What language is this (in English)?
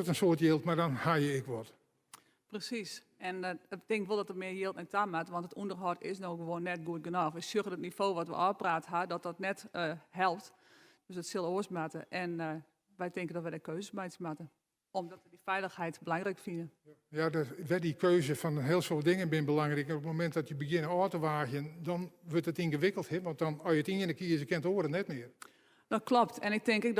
Western Frisian